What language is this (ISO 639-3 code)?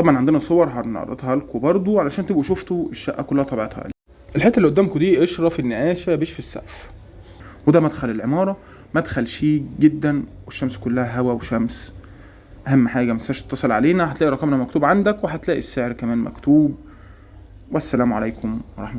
arz